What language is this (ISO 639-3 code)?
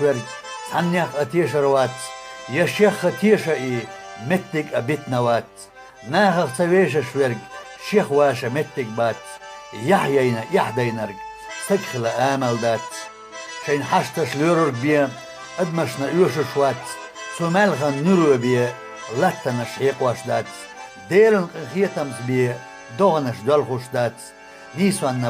che